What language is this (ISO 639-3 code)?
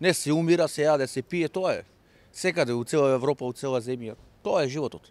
mkd